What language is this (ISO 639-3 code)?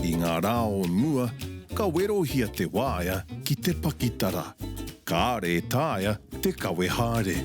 mri